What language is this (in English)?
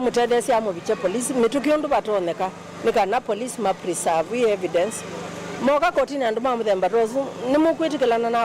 Kamba